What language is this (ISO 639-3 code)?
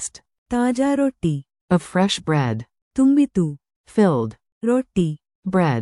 kan